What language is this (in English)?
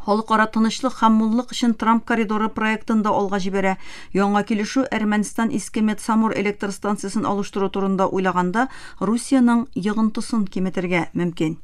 Tatar